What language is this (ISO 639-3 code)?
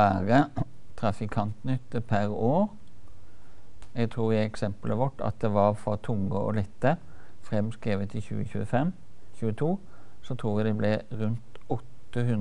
nor